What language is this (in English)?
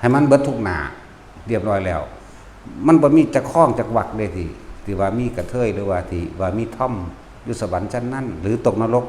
Lao